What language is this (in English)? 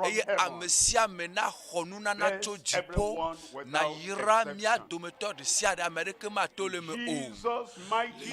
Ewe